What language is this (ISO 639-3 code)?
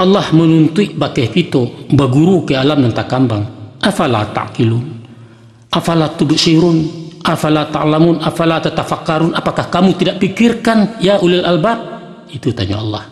min